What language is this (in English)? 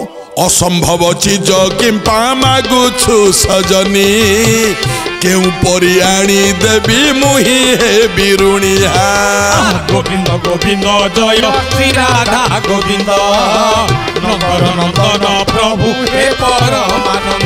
Odia